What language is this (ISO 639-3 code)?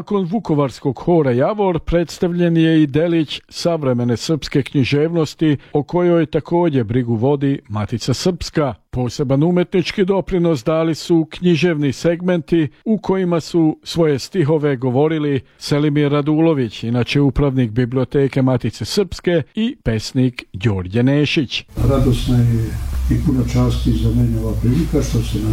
srp